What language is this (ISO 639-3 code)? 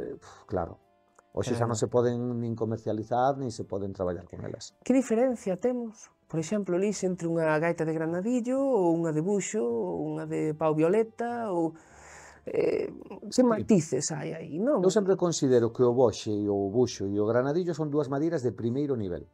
glg